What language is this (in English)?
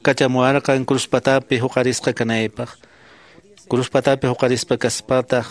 Quechua